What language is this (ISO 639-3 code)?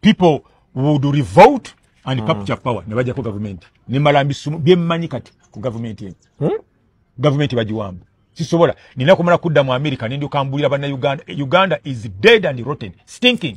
lug